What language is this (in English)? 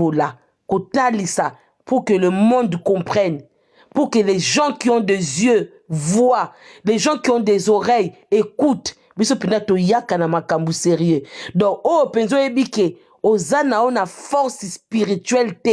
Lingala